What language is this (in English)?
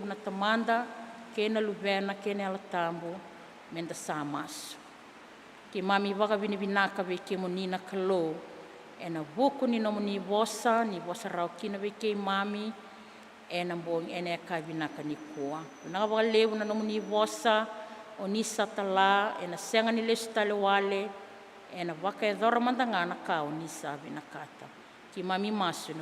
Fijian